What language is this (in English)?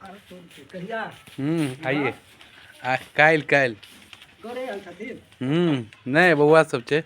Maithili